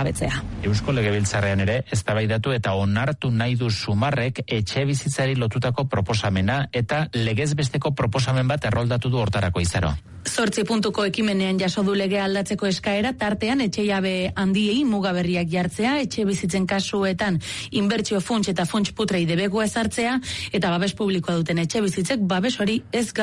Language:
Basque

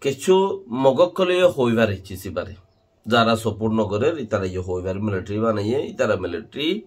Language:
Rohingya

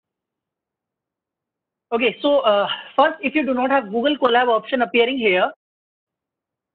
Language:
English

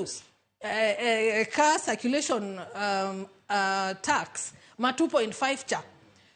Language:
Luo (Kenya and Tanzania)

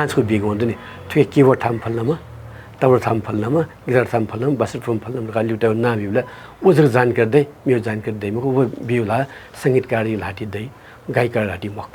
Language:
Newari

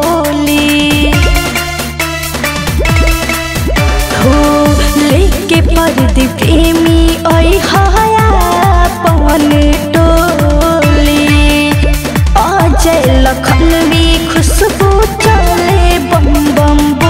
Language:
Bhojpuri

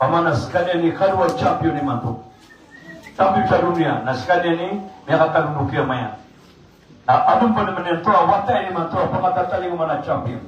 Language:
Maranao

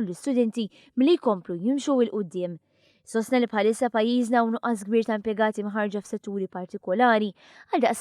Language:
Maltese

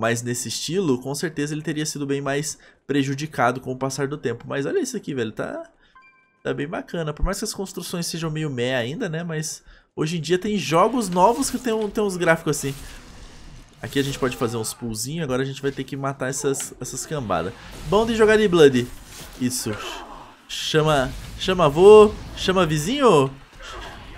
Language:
Portuguese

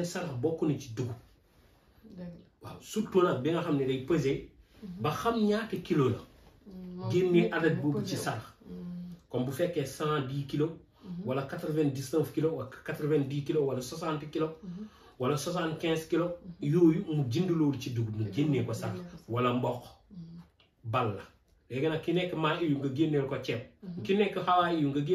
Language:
Wolof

